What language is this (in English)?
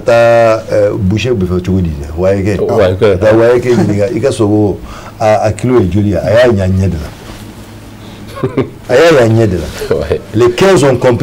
Bambara